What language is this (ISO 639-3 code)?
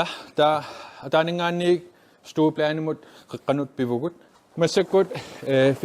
kal